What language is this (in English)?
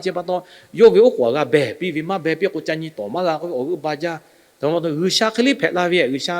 Lahu